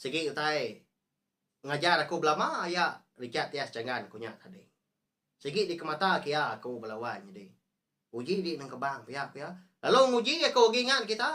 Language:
Iban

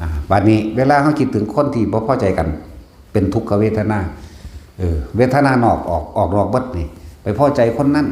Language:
Lao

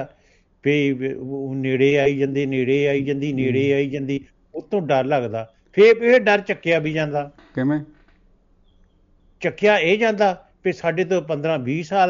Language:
Punjabi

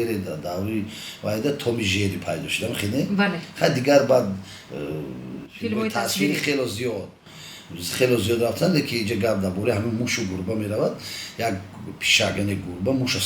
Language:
Tajik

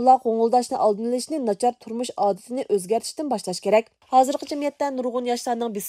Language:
Uyghur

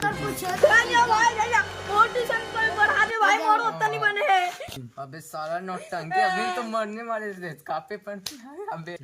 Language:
Chhattisgarhi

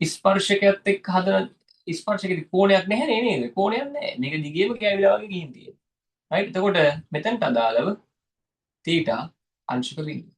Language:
Sinhala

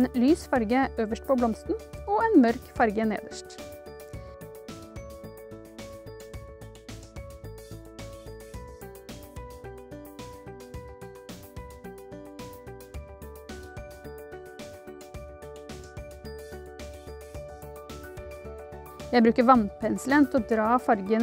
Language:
Norwegian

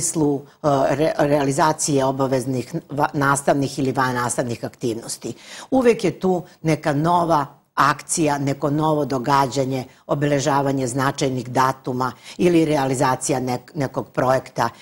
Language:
Serbian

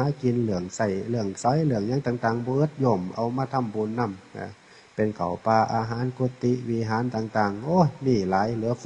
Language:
Northeastern Thai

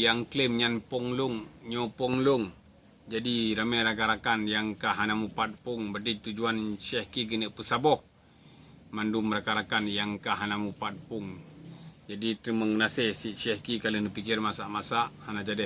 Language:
Achinese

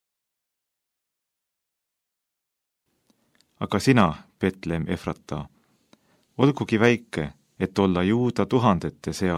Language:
Estonian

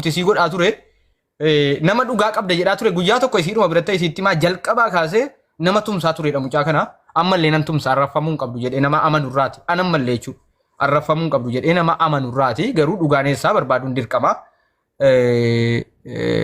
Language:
Oromo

